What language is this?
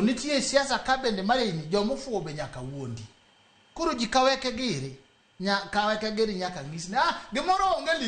Luo (Kenya and Tanzania)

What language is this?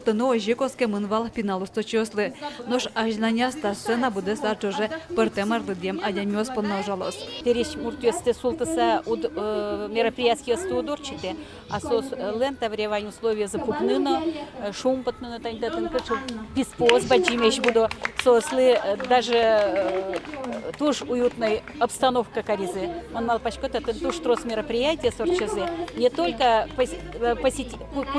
Udmurt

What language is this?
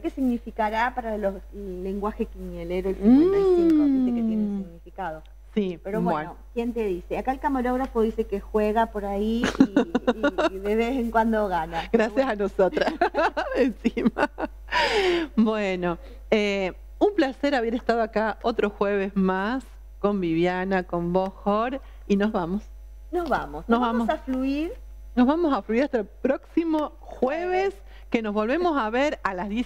Spanish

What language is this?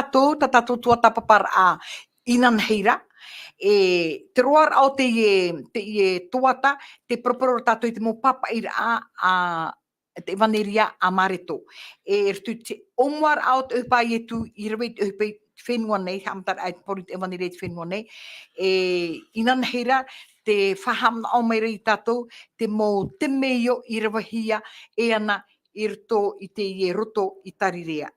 Tahitian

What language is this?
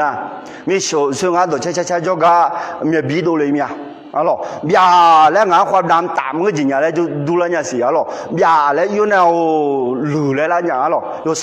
Akha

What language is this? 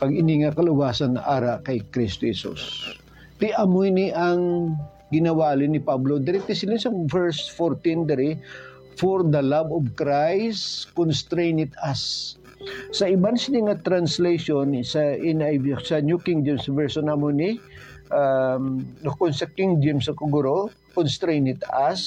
Hiligaynon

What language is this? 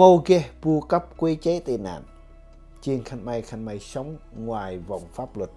Central Mnong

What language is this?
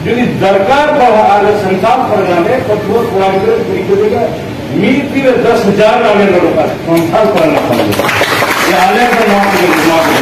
Santali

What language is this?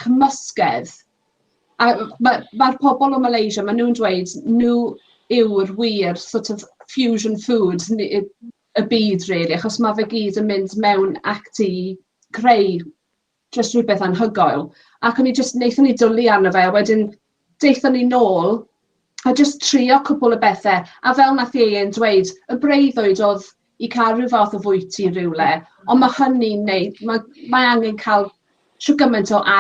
Welsh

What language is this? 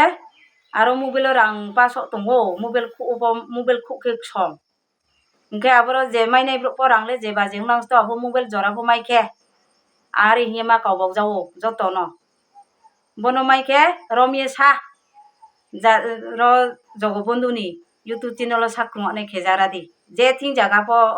Riang (India)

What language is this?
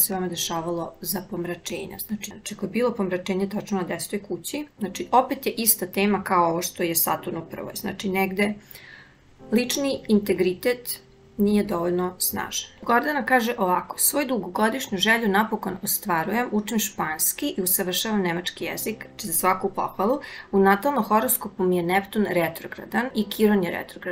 Serbian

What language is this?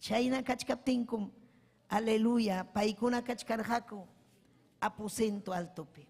Ayacucho Quechua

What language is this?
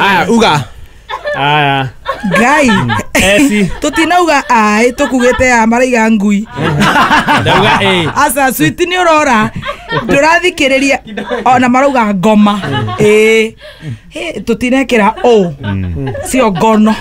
Kikuyu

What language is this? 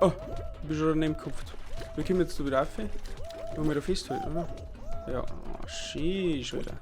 Bavarian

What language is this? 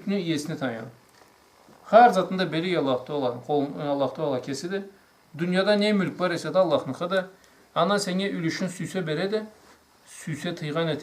Karachay-Balkar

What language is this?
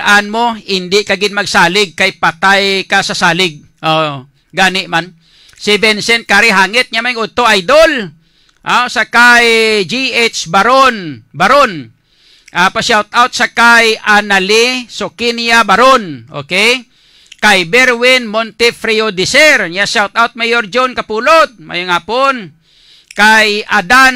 Hiligaynon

